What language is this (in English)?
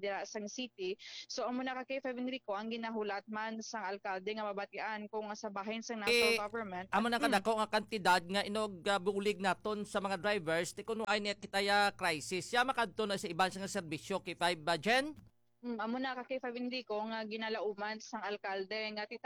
Hiligaynon